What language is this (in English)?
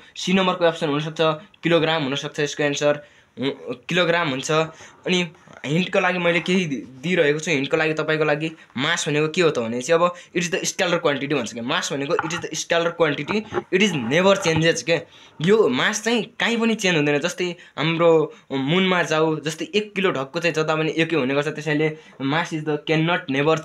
Nepali